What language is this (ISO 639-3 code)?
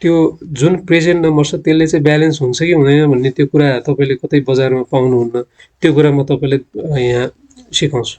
nep